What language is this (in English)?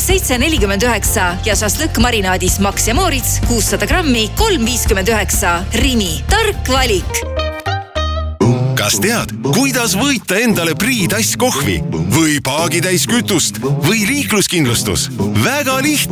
Estonian